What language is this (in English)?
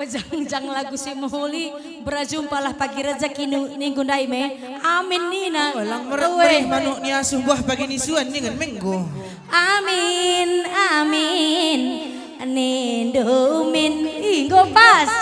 Batak Karo